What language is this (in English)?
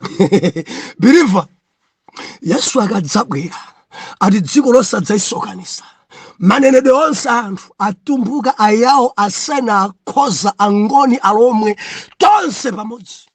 Nyanja